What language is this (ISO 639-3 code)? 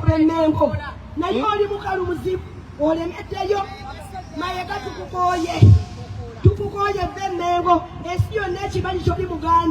lug